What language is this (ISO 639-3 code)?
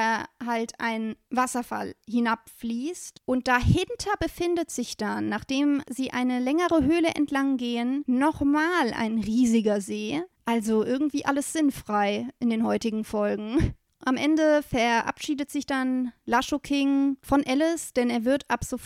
deu